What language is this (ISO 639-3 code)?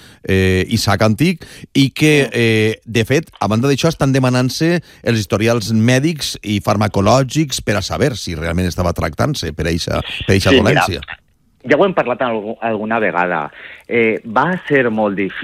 cat